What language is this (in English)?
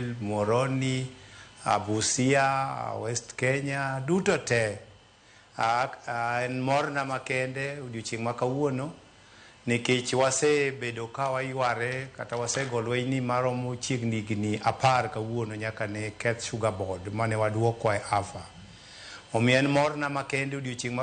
Luo (Kenya and Tanzania)